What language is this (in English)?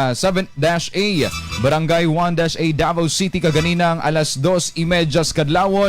Cebuano